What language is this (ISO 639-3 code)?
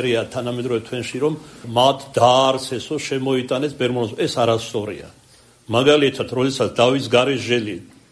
kat